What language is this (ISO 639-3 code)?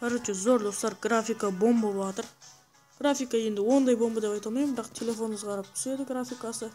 kaa